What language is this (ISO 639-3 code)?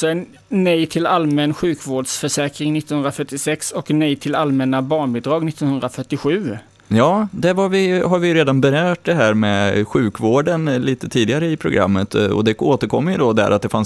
swe